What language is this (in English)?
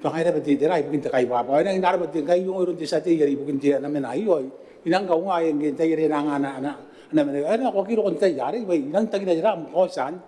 Gilbertese